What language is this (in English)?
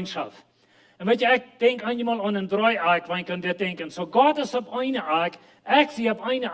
Plautdietsch